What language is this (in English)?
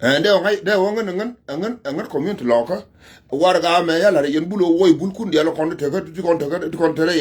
Nuer